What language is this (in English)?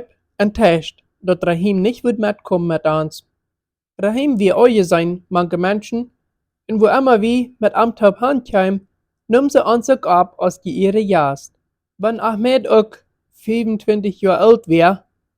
Plautdietsch